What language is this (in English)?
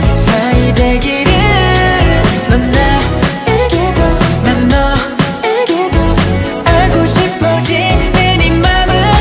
Korean